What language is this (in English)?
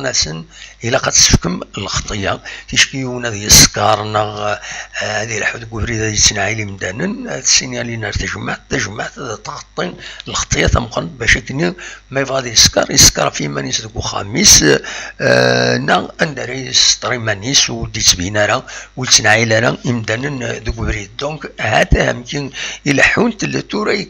Kabyle